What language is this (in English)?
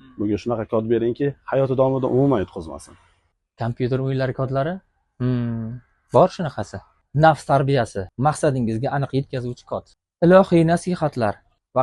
Uzbek